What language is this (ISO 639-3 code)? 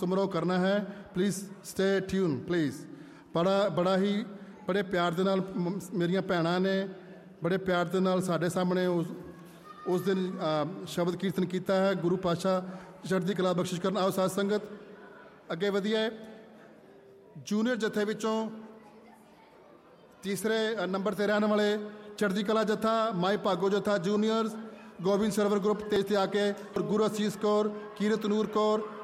pan